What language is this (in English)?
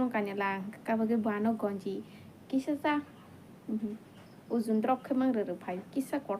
Kok Borok